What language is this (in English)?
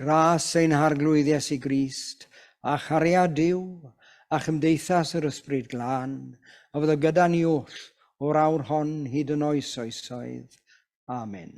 Welsh